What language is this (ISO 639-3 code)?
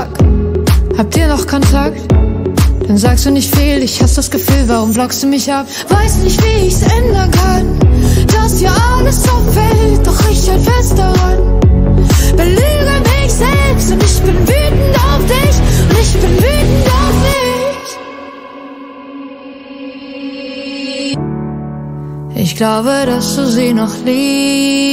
deu